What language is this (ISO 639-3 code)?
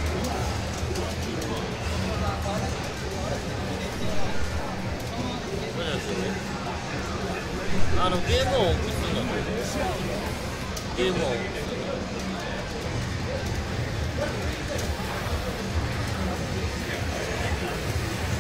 jpn